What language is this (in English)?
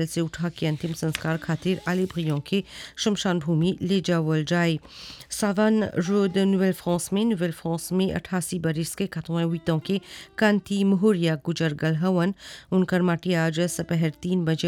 Bhojpuri